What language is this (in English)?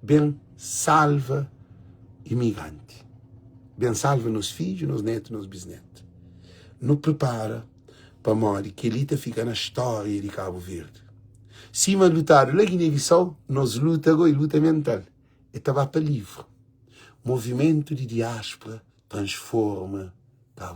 Kabuverdianu